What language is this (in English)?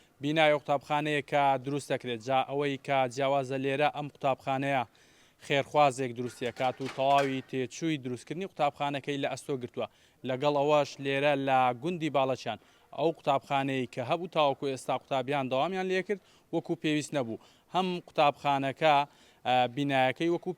Central Kurdish